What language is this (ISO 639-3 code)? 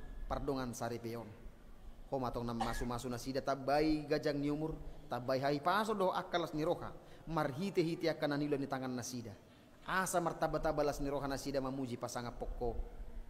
bbc